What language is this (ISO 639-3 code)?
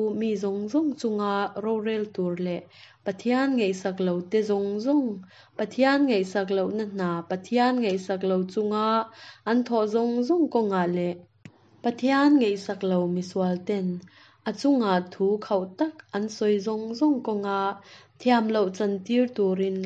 cnh